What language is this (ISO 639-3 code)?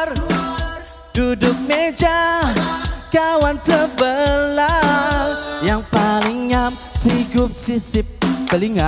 msa